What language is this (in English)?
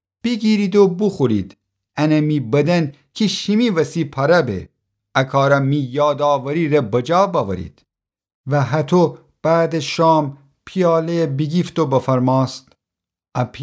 Gilaki